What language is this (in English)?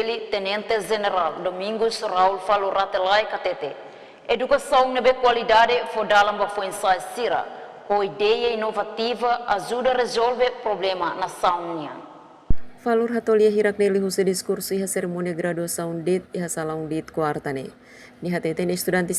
Tetum